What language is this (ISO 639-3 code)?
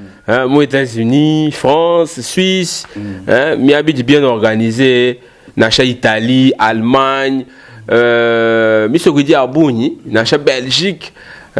lua